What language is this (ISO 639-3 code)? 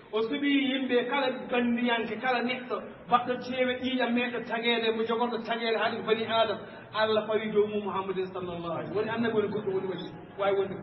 ful